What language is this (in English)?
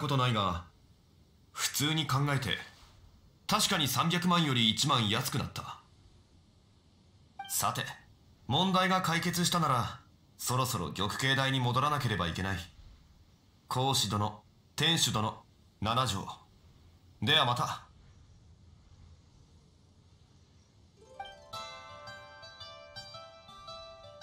Japanese